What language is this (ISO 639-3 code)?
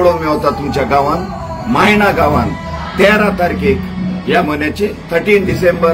kok